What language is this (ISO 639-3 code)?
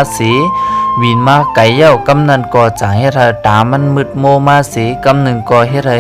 shn